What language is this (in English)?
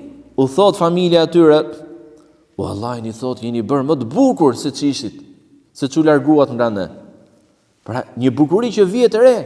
Albanian